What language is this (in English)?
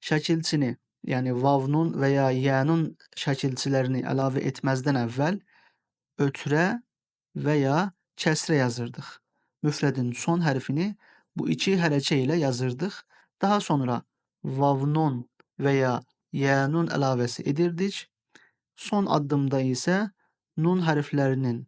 Azerbaijani